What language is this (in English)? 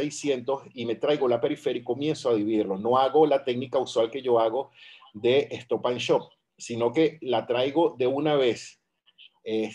Spanish